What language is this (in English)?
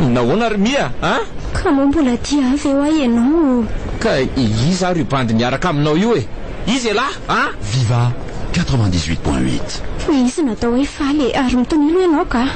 Malagasy